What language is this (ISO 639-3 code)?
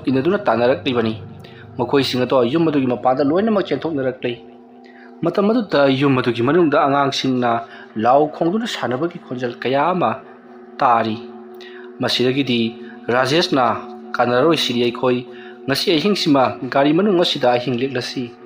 mni